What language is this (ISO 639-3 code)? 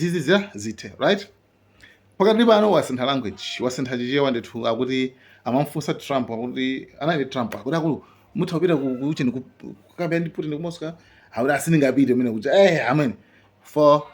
nya